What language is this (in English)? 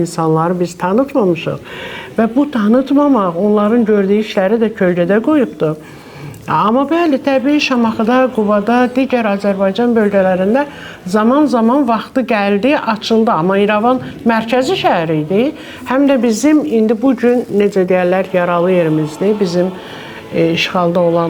Azerbaijani